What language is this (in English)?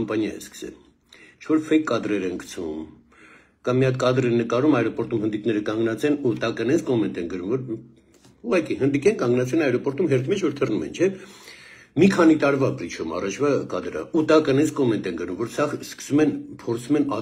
Armenian